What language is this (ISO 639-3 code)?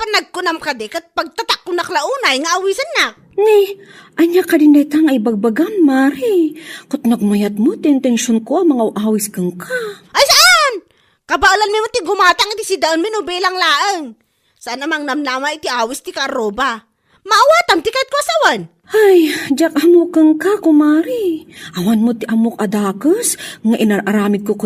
ilo